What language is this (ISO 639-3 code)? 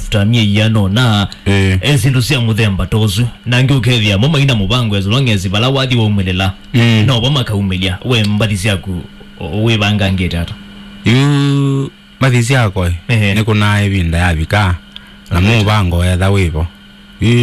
kam